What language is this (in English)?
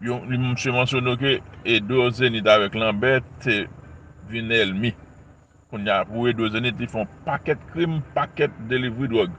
Haitian Creole